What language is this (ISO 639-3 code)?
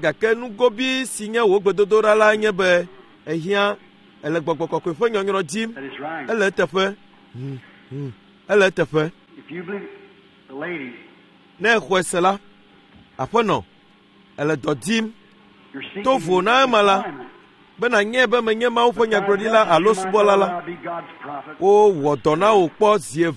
ewe